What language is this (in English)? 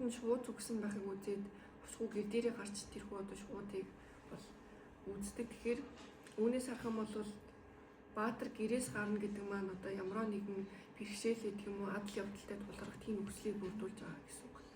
Mongolian